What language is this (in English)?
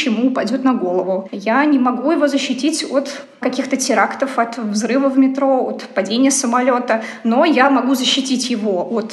Russian